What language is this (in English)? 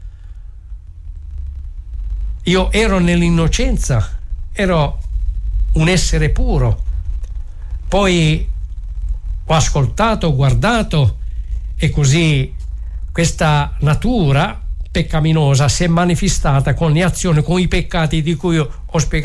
Italian